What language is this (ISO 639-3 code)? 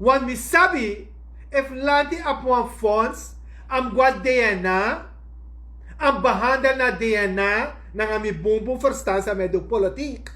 srn